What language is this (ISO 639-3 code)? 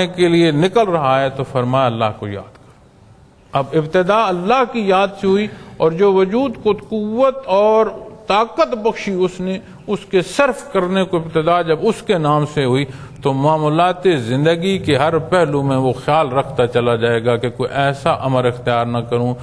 urd